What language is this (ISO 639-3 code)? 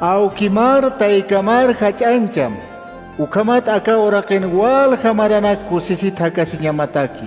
aym